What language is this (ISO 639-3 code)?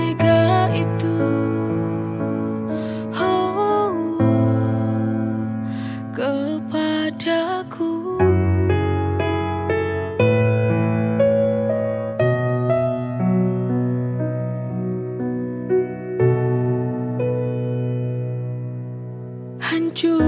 ind